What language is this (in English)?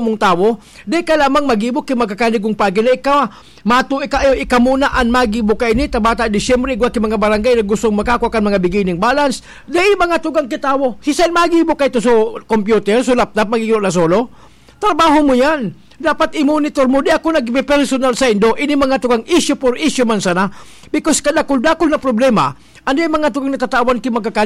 Bikol